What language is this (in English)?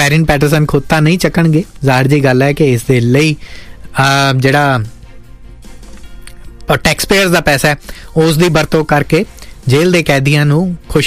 Punjabi